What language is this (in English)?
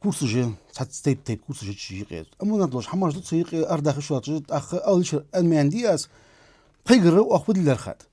Ingush